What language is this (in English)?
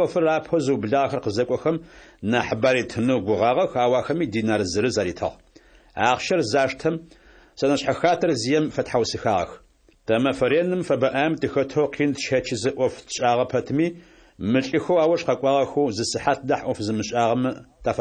Adyghe